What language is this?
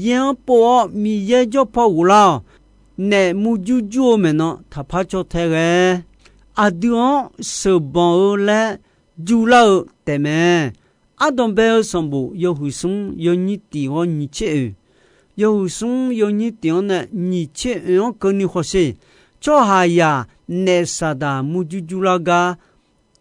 Akha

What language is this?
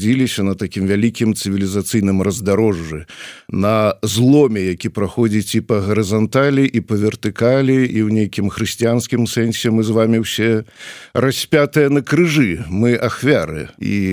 Belarusian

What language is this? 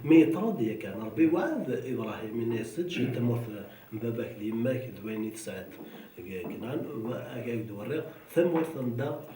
Kabyle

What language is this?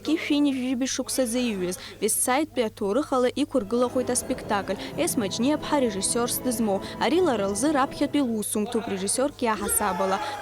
Abkhazian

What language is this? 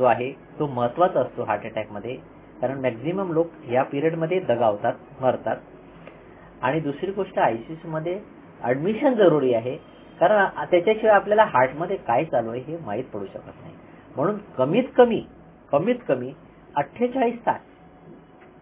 Marathi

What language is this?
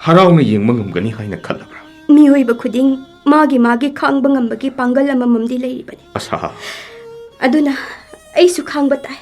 Manipuri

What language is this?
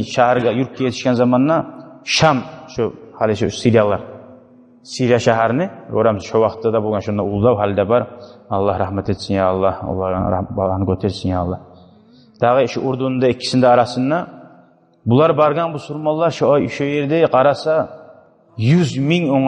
Kumyk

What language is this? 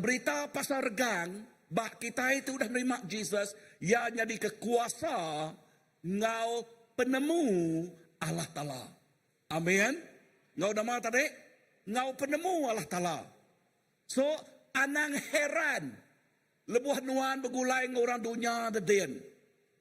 Iban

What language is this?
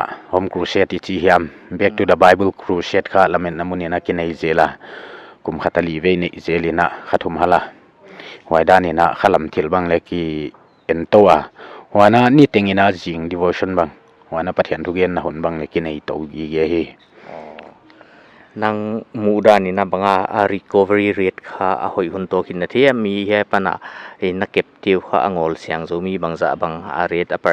Paite Chin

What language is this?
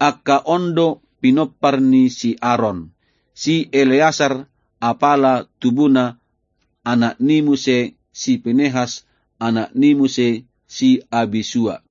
Batak Toba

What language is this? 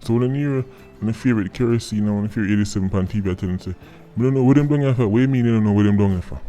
Jamaican Creole English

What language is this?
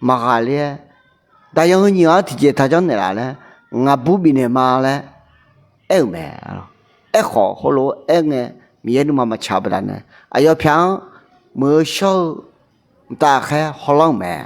Akha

